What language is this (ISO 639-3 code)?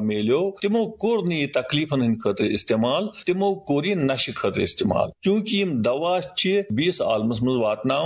kas